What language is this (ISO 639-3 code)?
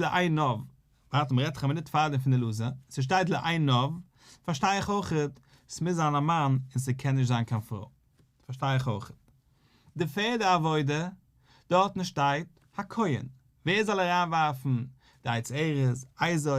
yid